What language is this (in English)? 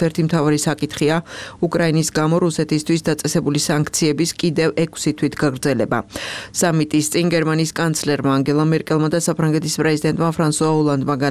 Georgian